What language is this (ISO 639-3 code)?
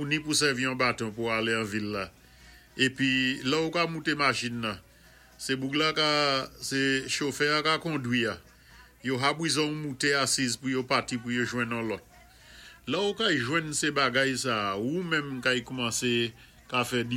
acf